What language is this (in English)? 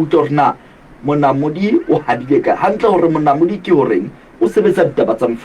Southern Sotho